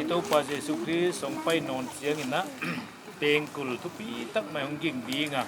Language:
Paite Chin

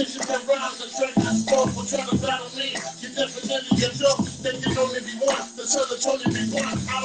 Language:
English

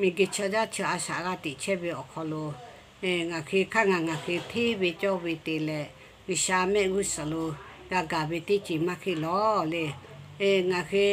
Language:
Lahu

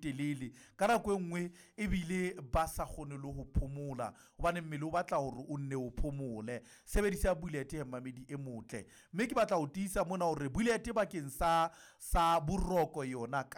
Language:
Southern Sotho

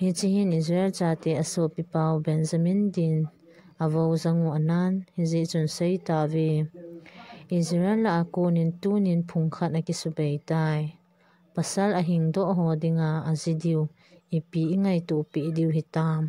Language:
Thado Chin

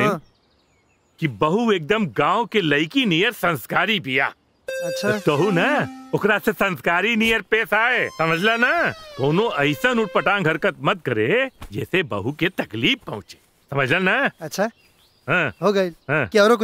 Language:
Bhojpuri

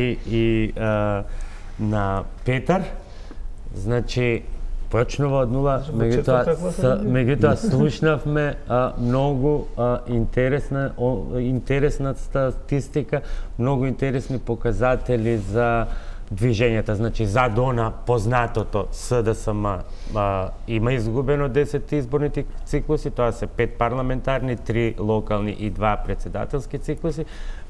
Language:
Macedonian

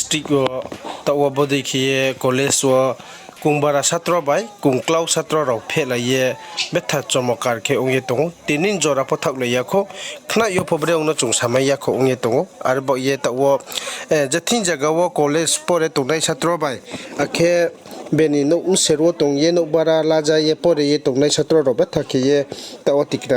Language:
Riang (India)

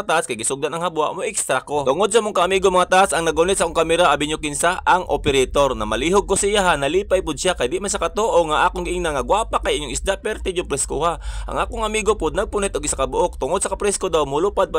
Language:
Cebuano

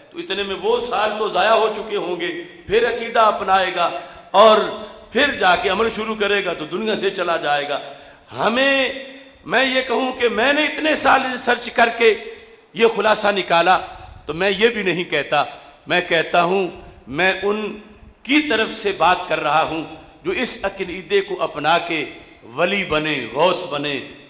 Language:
Urdu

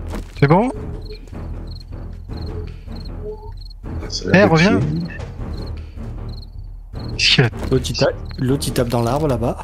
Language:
French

